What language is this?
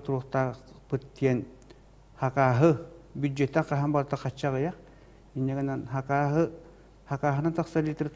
Yakut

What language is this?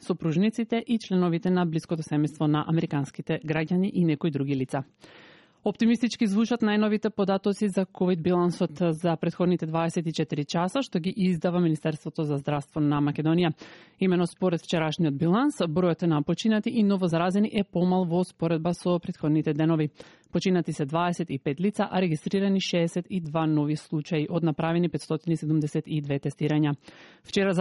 Macedonian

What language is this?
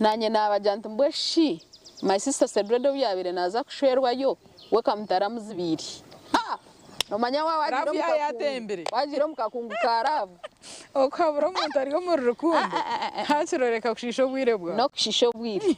Nyankole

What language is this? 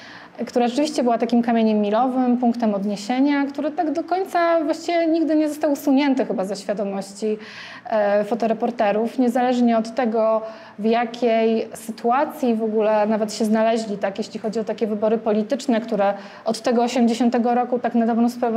Polish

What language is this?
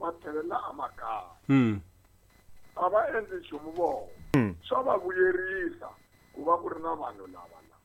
Tsonga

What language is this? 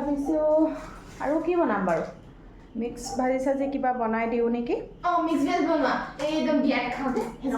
Assamese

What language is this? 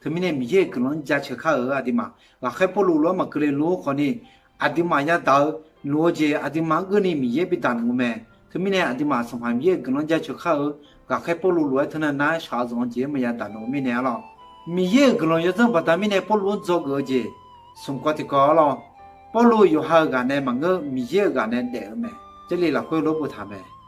Akha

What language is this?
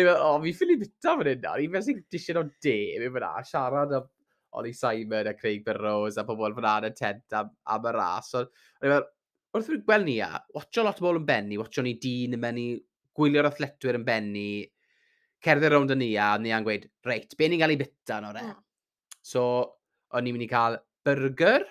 Welsh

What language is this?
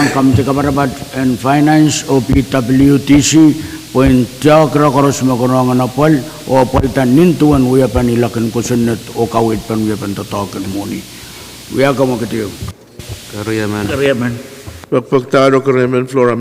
Pohnpeian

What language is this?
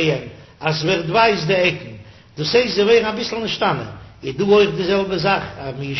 Yiddish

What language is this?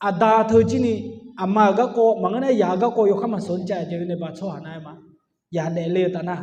Akha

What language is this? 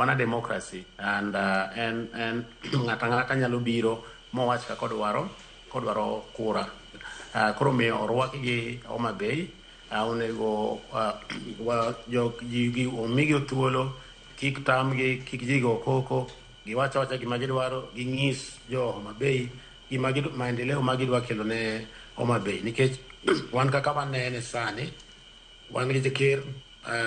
Luo (Kenya and Tanzania)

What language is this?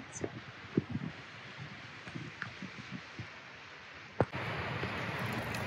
Swedish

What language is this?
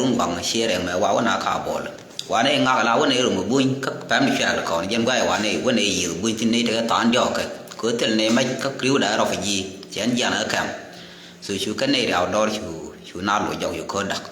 Nuer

